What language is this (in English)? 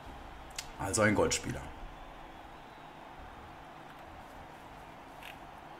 German